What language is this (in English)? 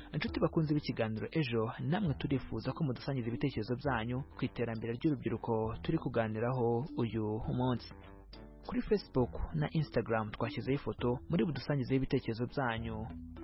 Kinyarwanda